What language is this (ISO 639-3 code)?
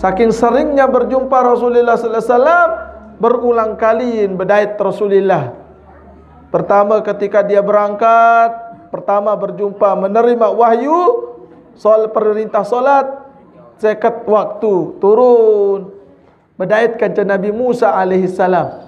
sas